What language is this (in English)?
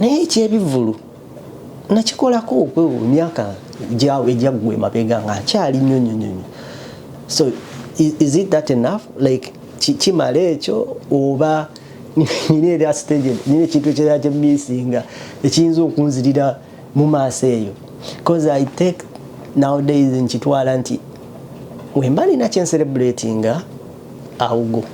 Ganda